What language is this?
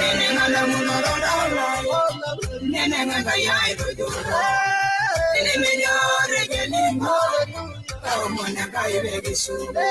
Masai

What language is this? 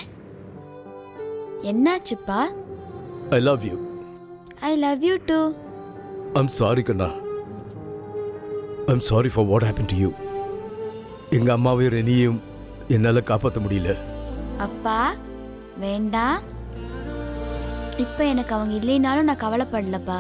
Tamil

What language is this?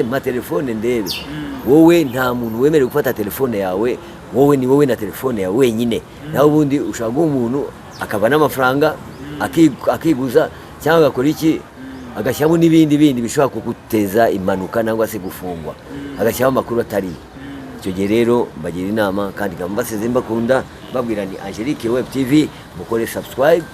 Kinyarwanda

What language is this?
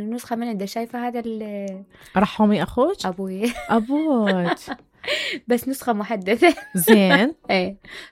Mesopotamian Arabic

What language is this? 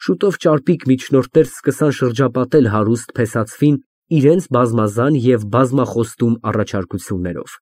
Armenian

